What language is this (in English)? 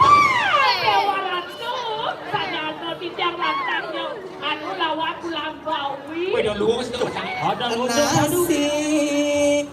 Balinese